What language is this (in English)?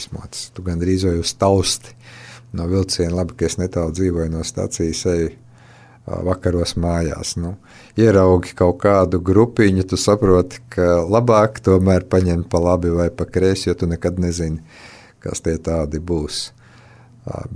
Latvian